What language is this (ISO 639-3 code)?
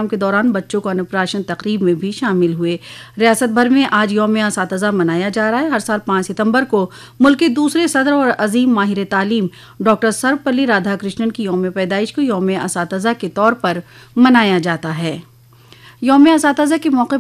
hin